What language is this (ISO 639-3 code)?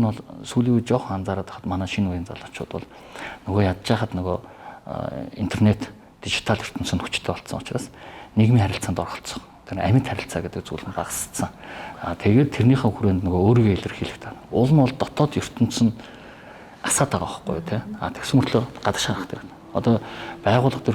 mon